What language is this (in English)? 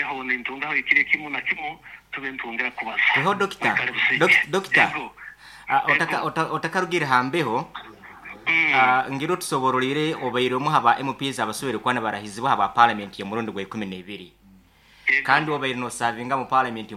Nyoro